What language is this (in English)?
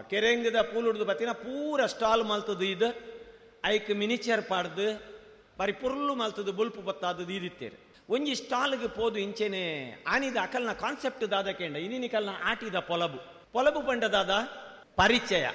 Tulu